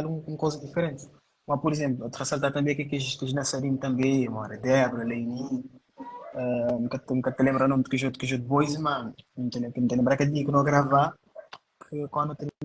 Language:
Kabuverdianu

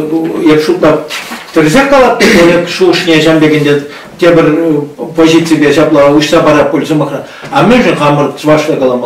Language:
Chuvash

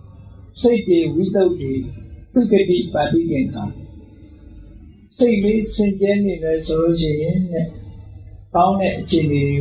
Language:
Burmese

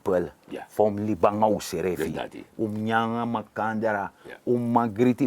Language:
Sranan Tongo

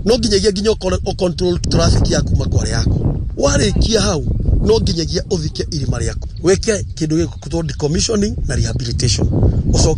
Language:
Kikuyu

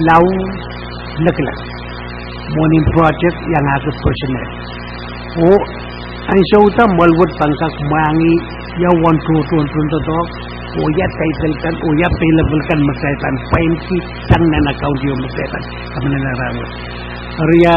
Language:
Pohnpeian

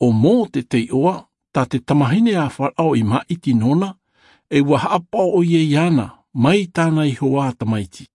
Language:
Tahitian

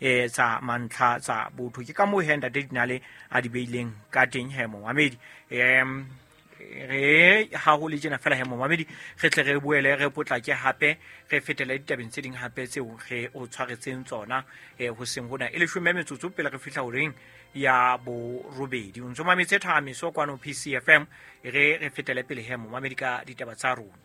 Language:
Southern Sotho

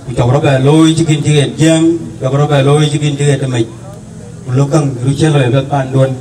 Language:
Dinka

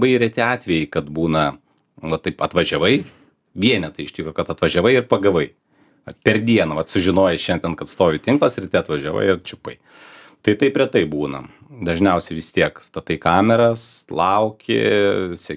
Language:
Lithuanian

